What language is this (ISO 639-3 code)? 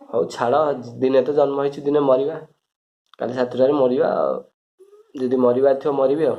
ori